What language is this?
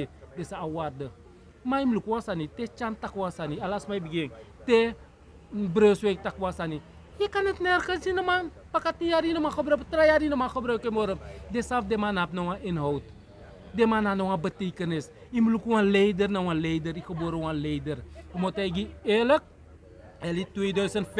Sranan Tongo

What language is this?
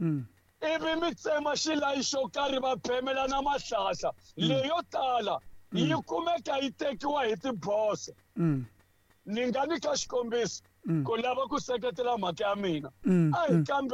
Tsonga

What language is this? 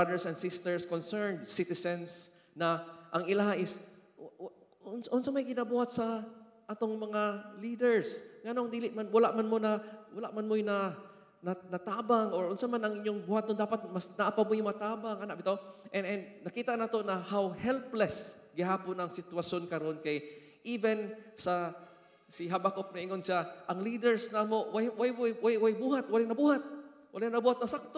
Cebuano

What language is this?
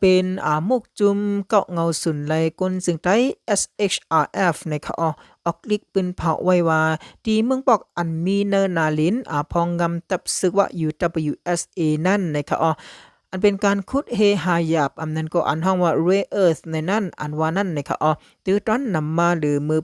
Shan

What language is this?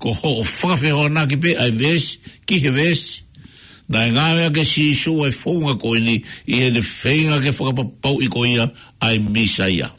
Tongan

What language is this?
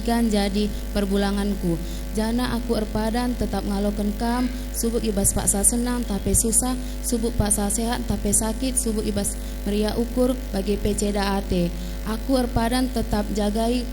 Batak Karo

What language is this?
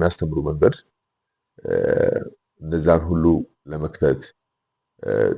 Amharic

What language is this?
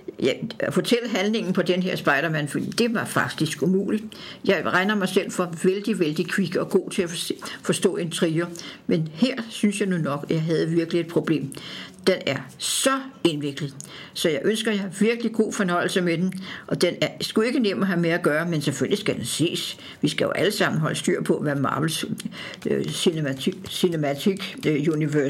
Danish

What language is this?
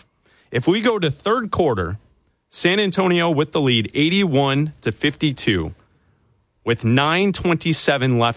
English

